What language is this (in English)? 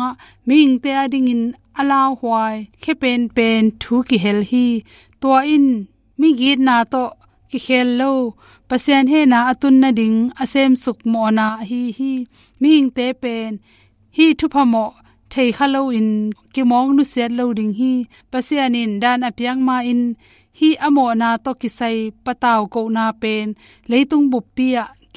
Tedim Chin